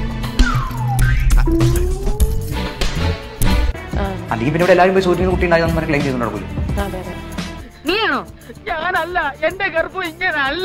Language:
Malayalam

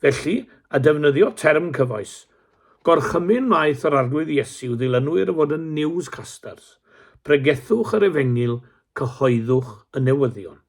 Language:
Welsh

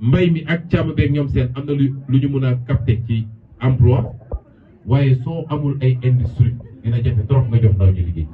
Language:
Wolof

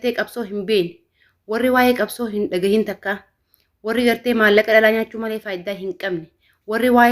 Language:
Oromo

